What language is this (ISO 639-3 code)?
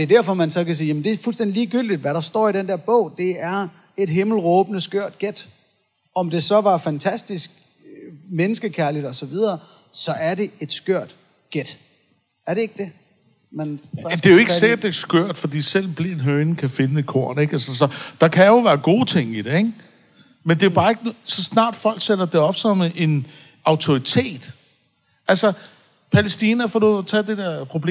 dan